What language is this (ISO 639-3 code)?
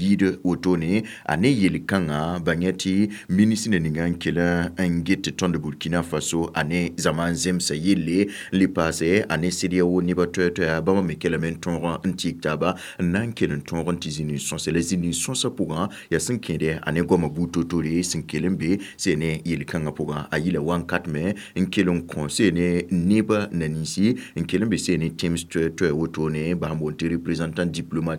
mos